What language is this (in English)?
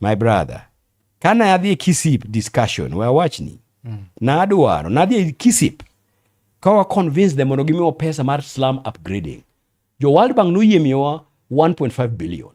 Luo (Kenya and Tanzania)